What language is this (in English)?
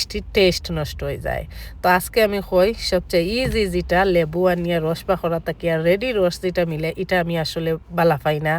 Sylheti